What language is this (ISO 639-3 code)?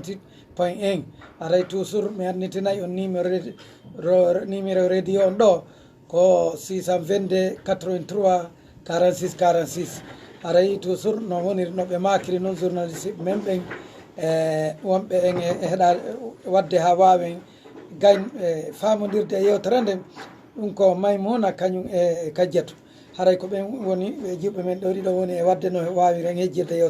ful